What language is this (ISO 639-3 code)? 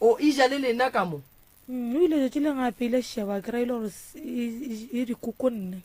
nso